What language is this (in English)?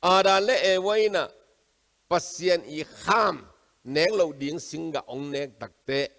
Tedim Chin